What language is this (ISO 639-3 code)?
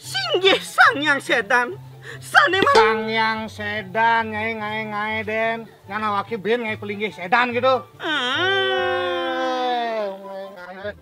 ban